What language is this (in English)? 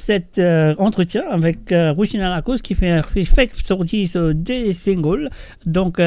Morisyen